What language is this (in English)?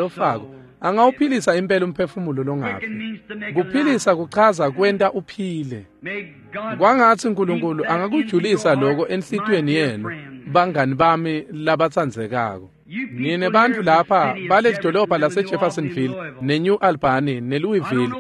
Swati